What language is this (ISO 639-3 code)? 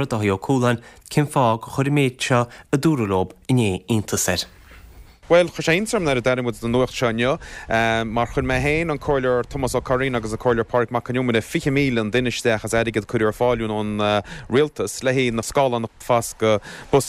gle